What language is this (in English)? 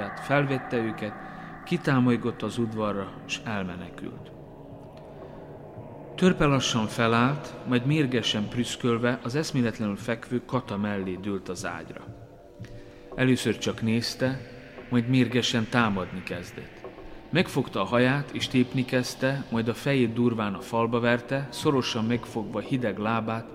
Hungarian